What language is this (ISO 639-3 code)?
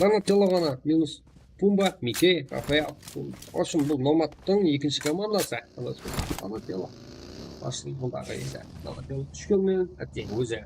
kaa